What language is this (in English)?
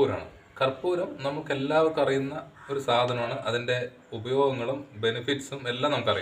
Malayalam